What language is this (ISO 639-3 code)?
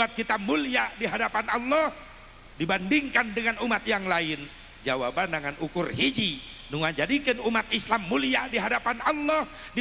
sun